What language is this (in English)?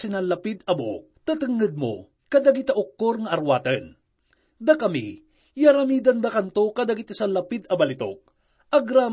Iloko